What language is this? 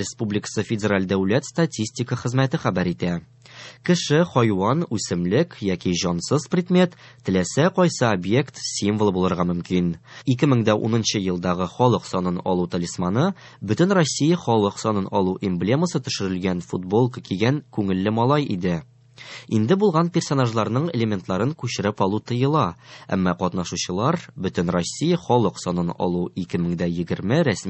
Tatar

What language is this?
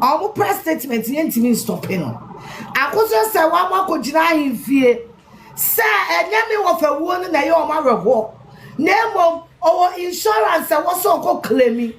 Akan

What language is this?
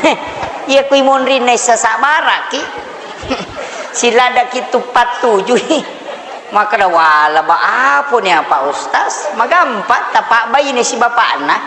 Buginese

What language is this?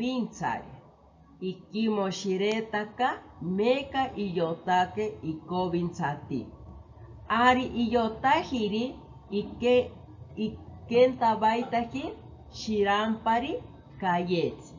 Asháninka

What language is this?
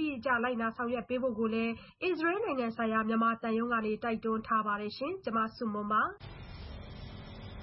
Burmese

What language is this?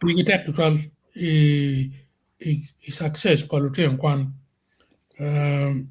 Acoli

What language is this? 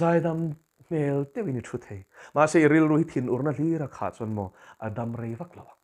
Mizo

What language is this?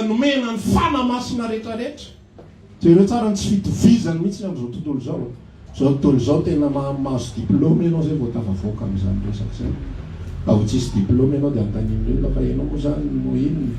Malagasy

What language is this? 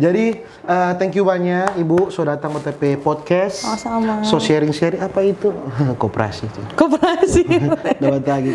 Manado Malay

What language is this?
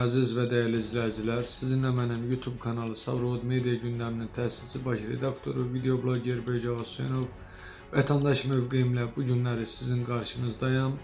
Azerbaijani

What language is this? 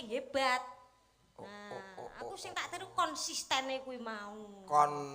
Javanese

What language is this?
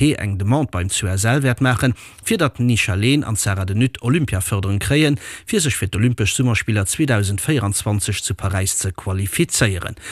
Luxembourgish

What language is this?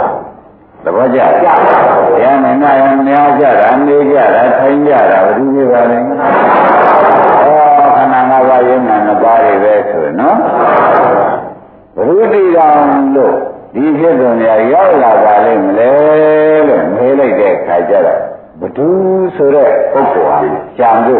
Burmese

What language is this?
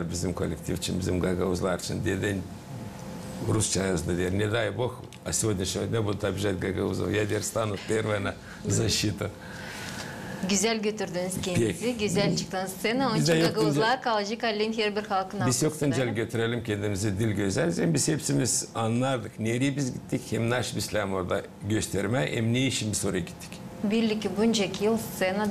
Gagauz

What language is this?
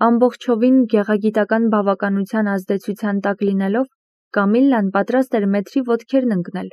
Armenian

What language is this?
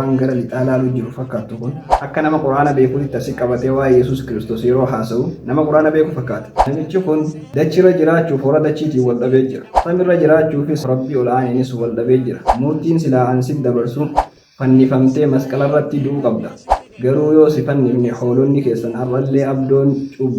Oromo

